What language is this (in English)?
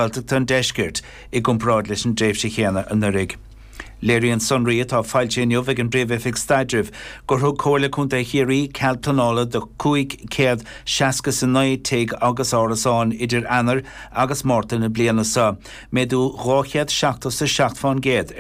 Irish